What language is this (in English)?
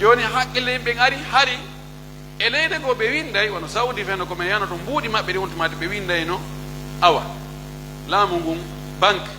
Pular